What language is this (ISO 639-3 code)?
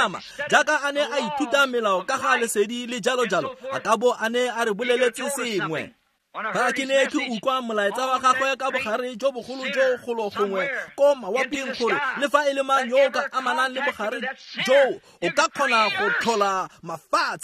tsn